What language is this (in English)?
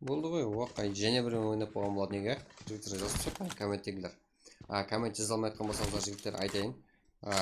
Kara-Kalpak